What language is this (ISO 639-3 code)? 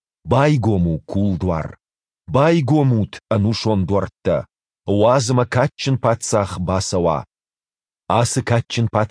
oss